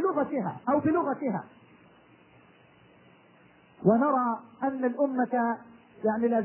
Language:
Arabic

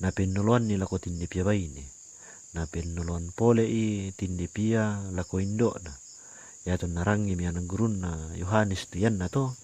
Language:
Toraja-Sa'dan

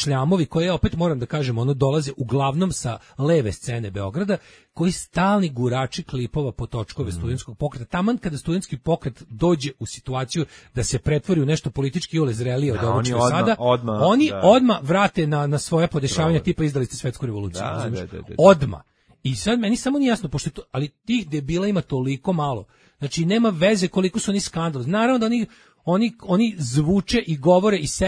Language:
Serbian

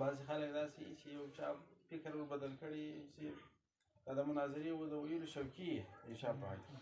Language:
Pashto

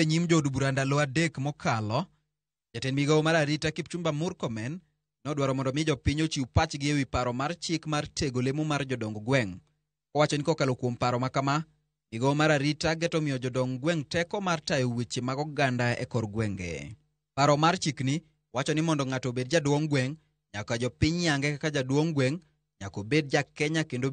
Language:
Luo (Kenya and Tanzania)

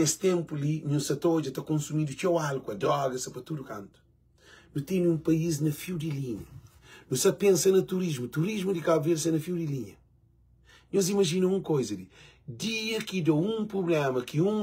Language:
Kabuverdianu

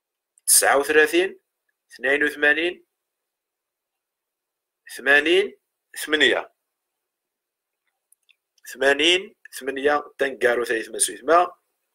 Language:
Arabic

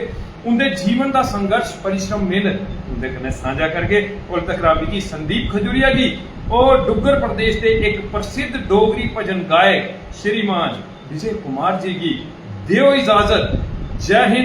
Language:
Dogri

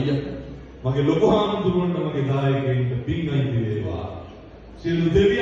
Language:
Sinhala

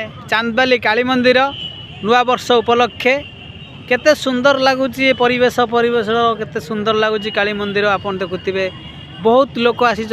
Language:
Odia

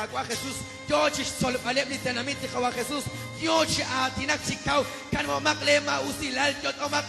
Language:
Kekchí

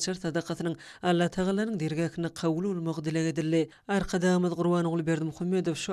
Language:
Turkmen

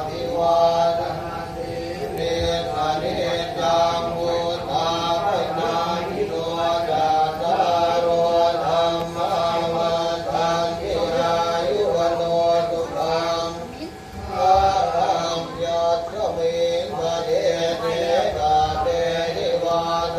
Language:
Pali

